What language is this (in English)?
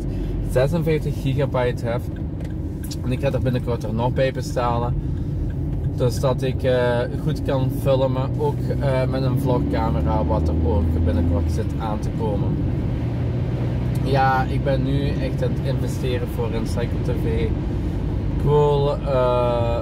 Dutch